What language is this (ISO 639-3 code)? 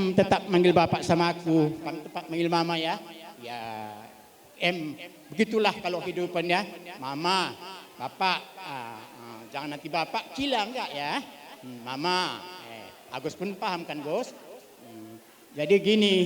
btx